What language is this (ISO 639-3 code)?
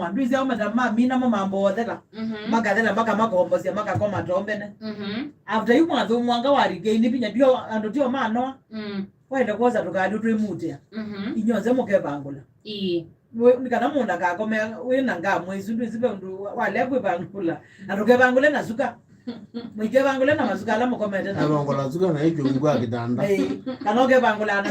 kam